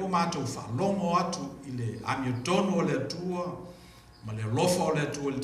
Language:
Samoan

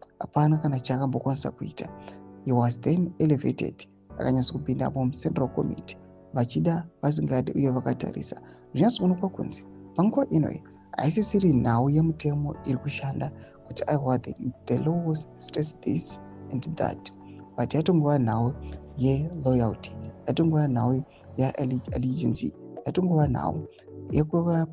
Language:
Shona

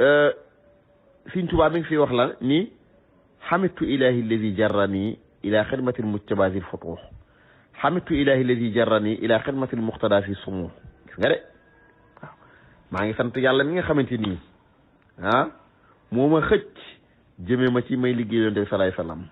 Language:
Wolof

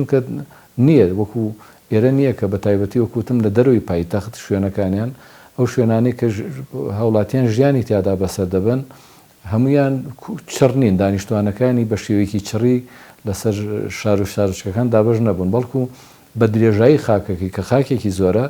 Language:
Central Kurdish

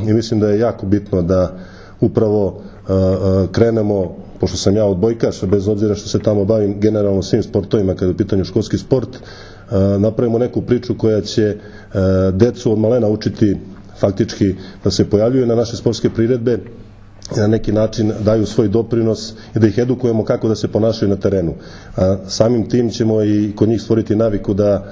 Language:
Serbian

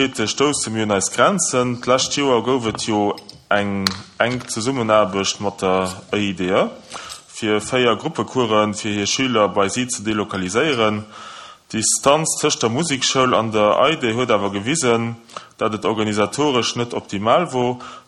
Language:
Luxembourgish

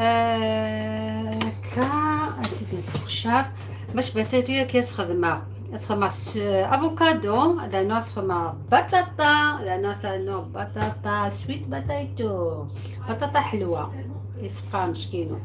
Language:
Algerian Arabic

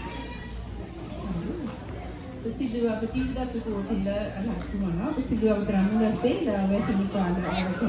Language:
S'gaw Karen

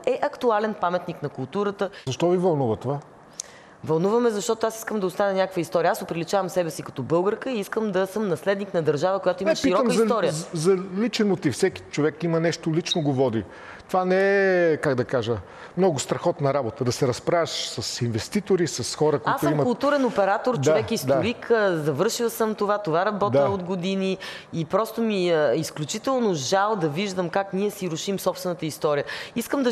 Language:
Bulgarian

